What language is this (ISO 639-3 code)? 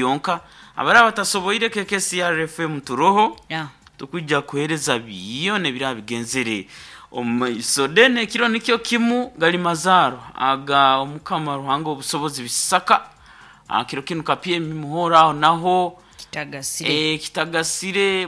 nyn